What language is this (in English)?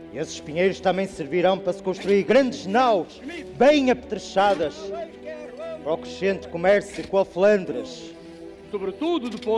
Portuguese